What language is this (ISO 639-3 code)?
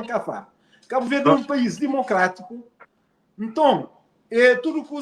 kea